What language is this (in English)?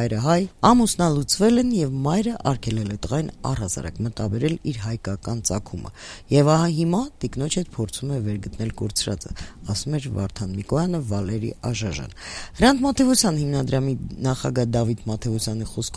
Armenian